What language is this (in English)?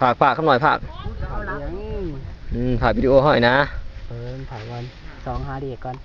Lao